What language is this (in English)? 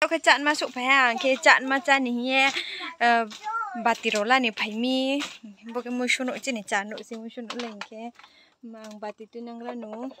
Riang (India)